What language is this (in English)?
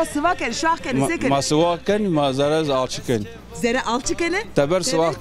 Zaza